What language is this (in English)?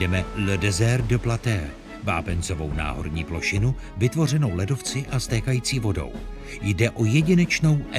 Czech